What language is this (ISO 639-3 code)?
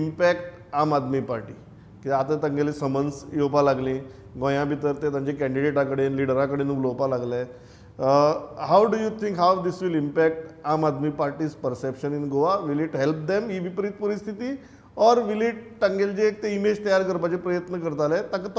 kok